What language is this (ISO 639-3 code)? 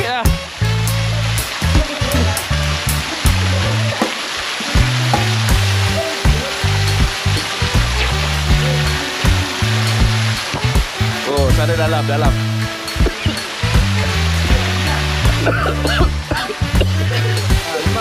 msa